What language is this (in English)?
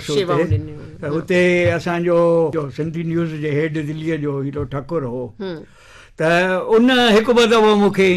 Sindhi